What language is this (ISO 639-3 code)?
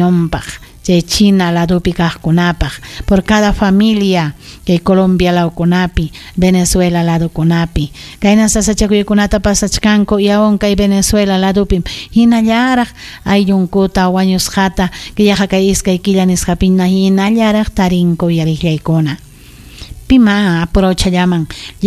quy